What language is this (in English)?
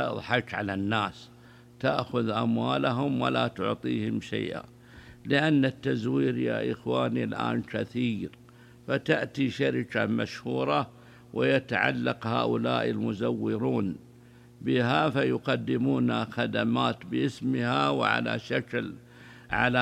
Arabic